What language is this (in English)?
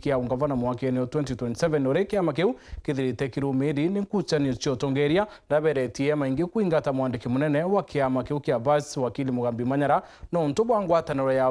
Meru